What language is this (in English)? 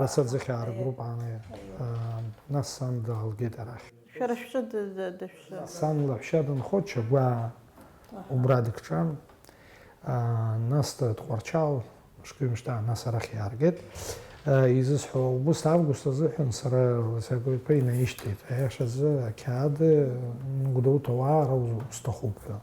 Abkhazian